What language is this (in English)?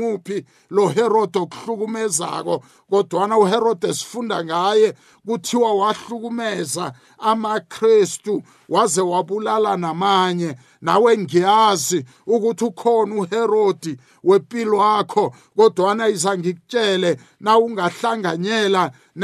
South Ndebele